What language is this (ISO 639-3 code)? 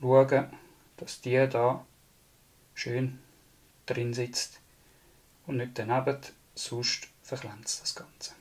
gsw